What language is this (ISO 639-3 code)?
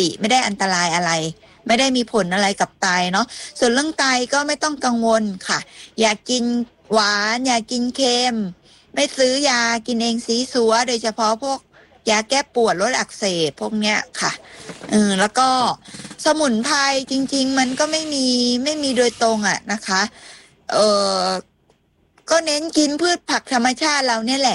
tha